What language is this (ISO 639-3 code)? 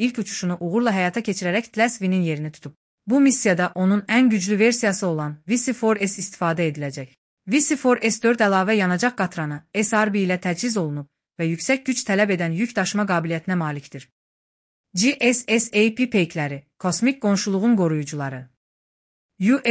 aze